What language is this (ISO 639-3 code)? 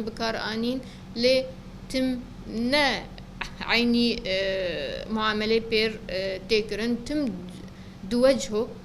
kur